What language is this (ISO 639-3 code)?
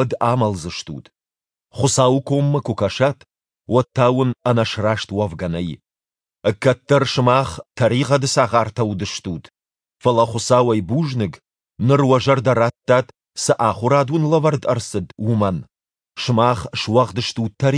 oss